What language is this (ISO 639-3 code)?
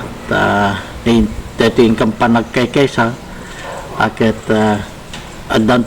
ilo